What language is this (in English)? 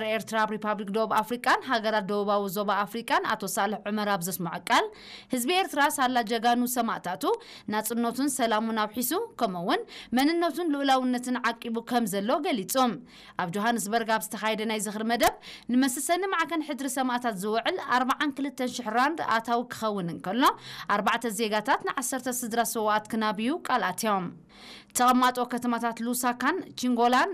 Tigrinya